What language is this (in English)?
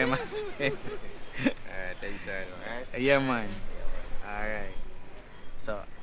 Jamaican Creole English